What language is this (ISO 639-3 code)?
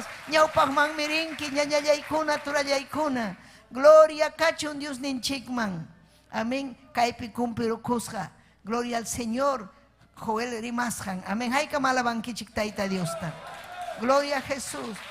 quy